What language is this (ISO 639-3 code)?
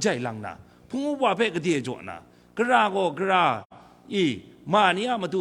kac